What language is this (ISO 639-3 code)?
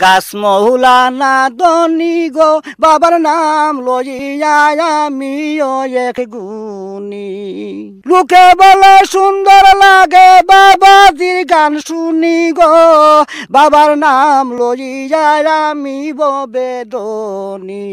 syl